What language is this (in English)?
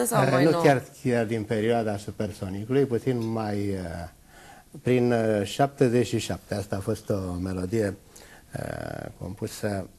Romanian